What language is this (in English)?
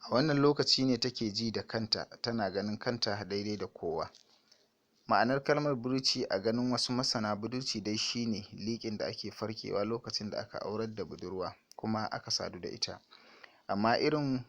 Hausa